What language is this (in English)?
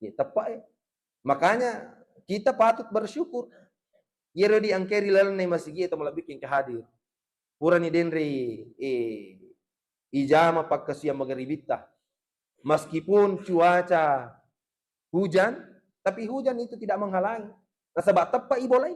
Buginese